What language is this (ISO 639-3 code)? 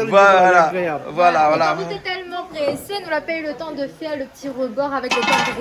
rcf